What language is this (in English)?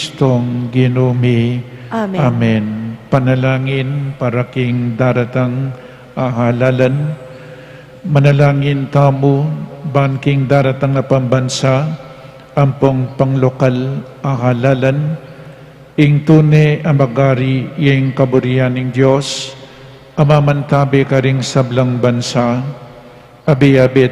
Pampanga